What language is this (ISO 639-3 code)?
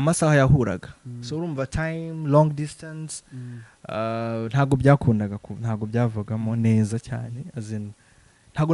kin